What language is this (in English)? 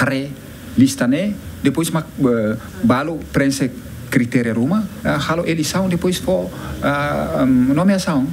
Tetum